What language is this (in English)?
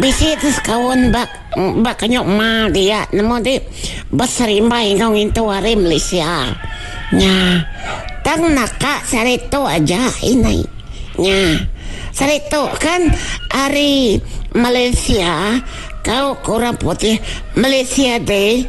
Iban